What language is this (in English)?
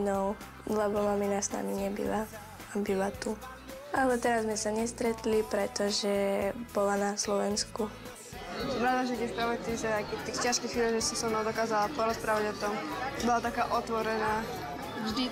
Slovak